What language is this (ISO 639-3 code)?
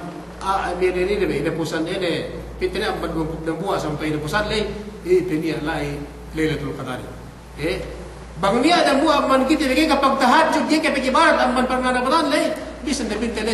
yka